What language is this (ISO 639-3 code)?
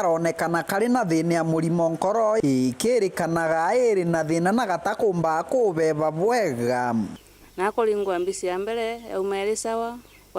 mer